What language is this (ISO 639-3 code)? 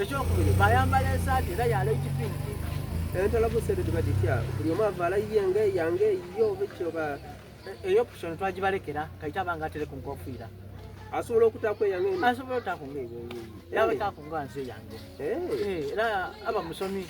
xog